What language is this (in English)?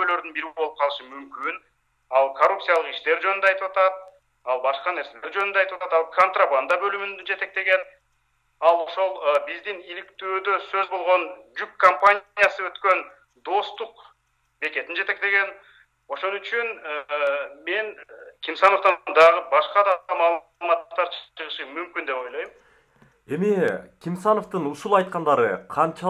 Kyrgyz